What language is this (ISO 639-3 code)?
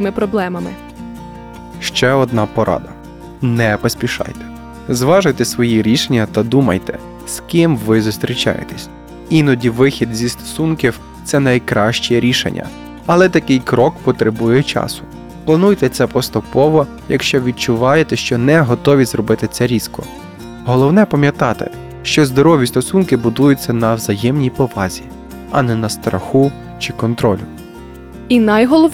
ukr